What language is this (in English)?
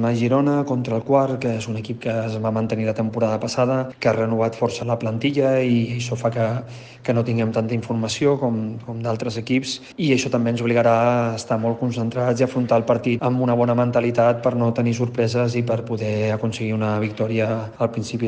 Catalan